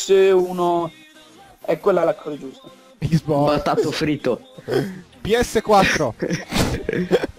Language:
Italian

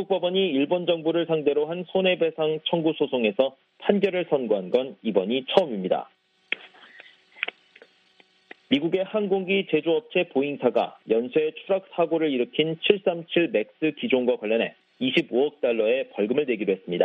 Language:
Korean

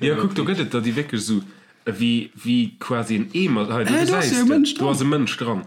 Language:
Luxembourgish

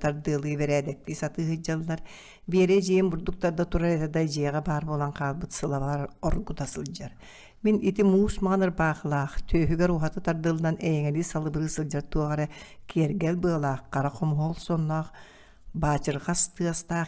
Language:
Yakut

